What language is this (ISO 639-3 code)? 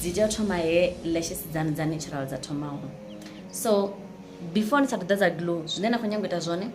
ven